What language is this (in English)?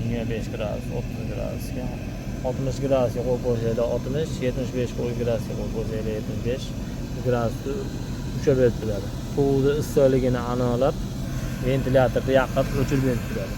Uzbek